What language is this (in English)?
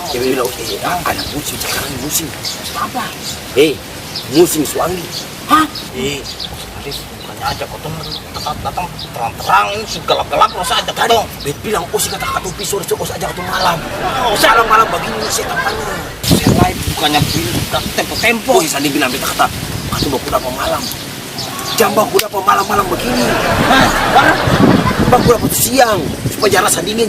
Ambonese Malay